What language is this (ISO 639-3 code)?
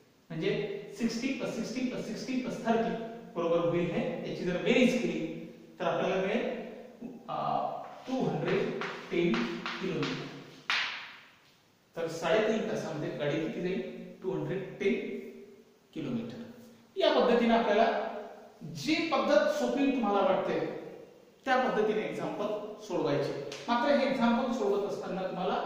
mar